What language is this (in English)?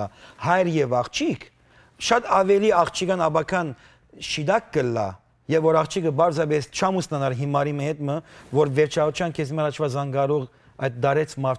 Western Armenian